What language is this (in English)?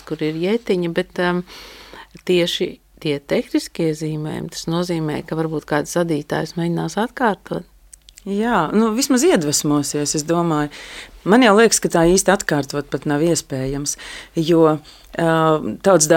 Latvian